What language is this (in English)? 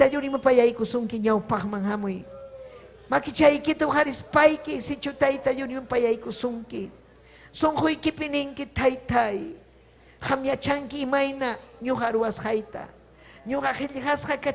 Ayacucho Quechua